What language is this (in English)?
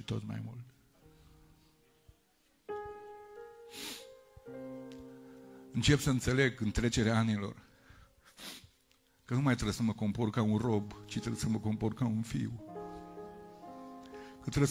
Romanian